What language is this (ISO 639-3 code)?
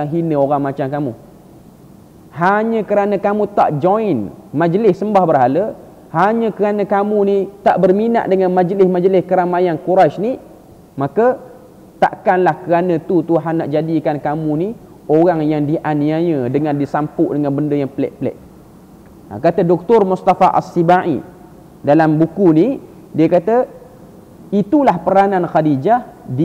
msa